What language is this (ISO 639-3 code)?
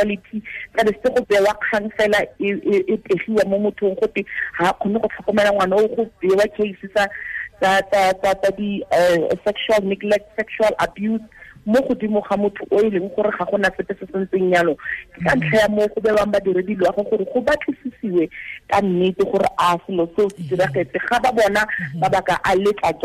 tsn